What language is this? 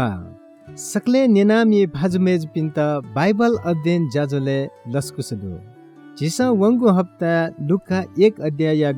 Newari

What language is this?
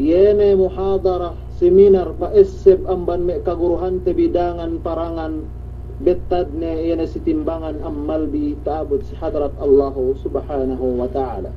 Yakan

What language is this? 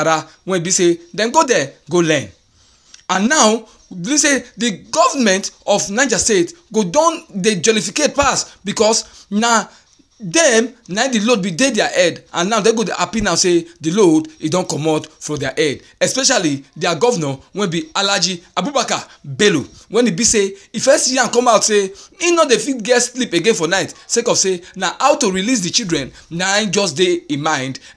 Nigerian Pidgin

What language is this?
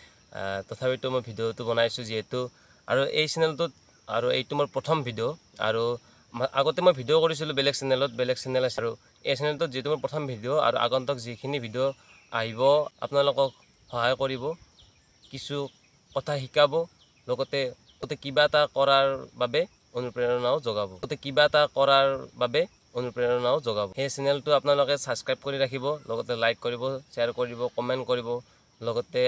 Assamese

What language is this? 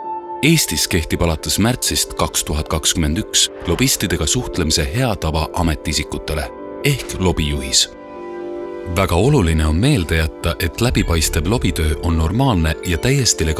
Estonian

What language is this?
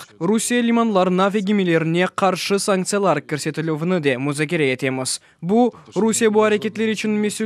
Crimean Tatar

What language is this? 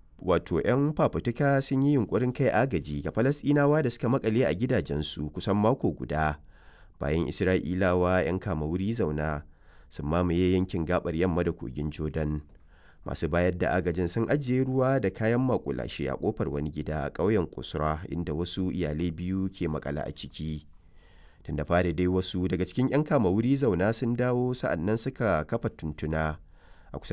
Hausa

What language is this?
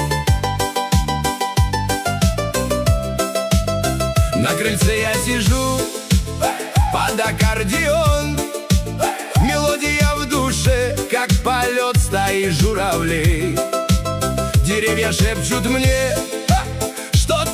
Russian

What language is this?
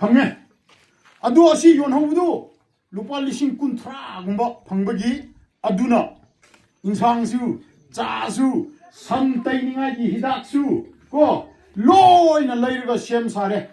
Manipuri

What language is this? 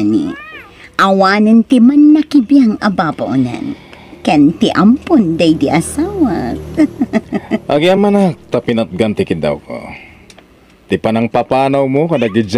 Iloko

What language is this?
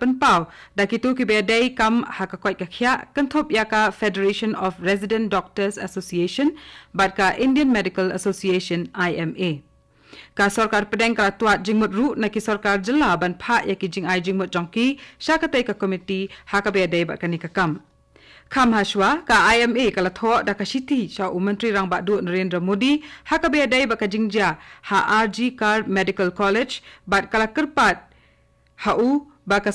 Khasi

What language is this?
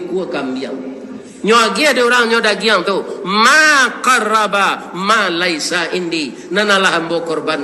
Minangkabau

